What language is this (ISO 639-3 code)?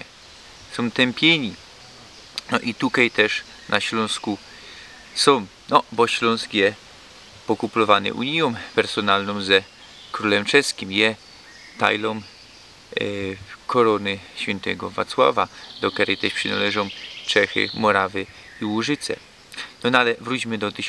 szl